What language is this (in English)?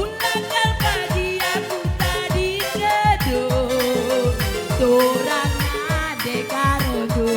Batak Karo